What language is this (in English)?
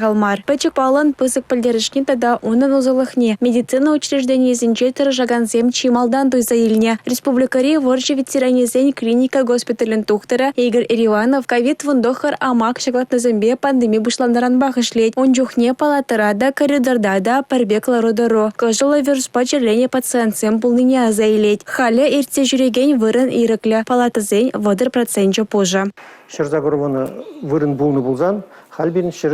Chuvash